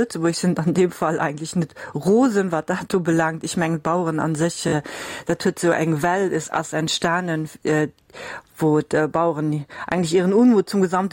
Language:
Luxembourgish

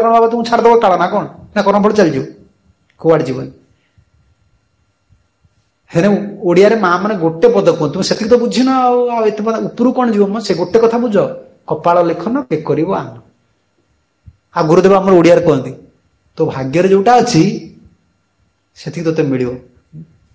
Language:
Odia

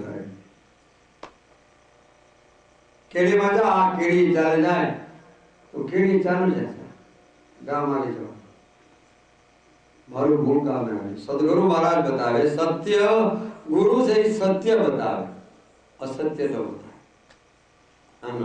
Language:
Gujarati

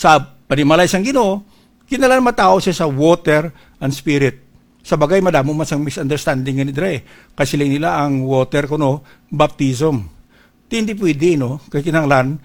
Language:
Hiligaynon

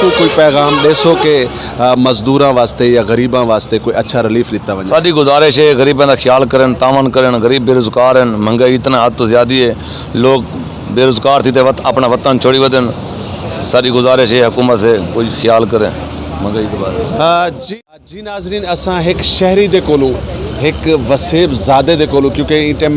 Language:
Saraiki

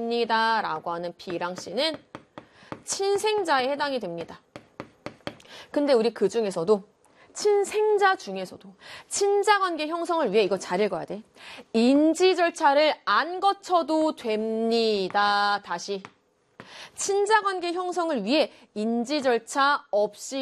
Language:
Korean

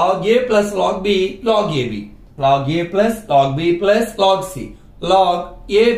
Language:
Telugu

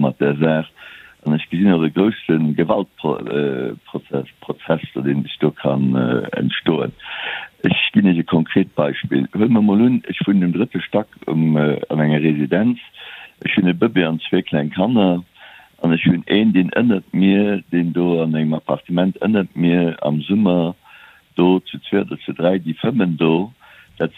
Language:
Luxembourgish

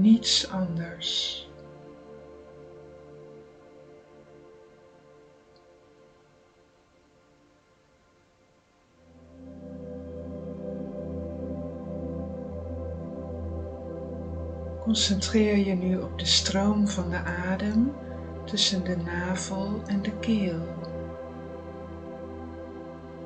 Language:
Dutch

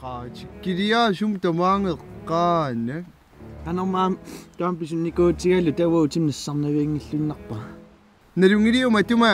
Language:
Kalaallisut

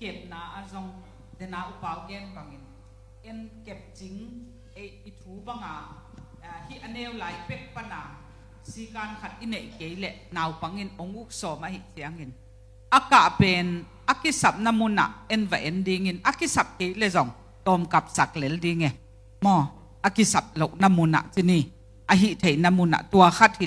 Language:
Tedim Chin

